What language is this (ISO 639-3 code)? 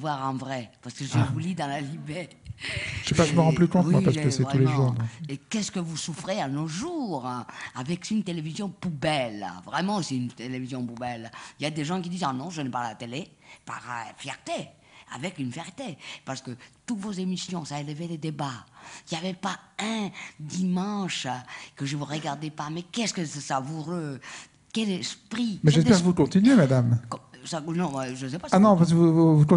fra